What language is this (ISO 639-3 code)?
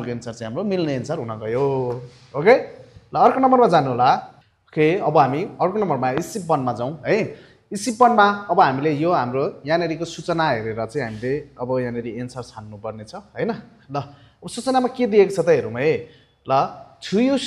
nep